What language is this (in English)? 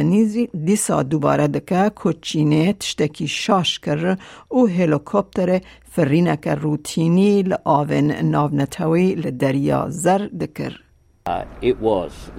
Kurdish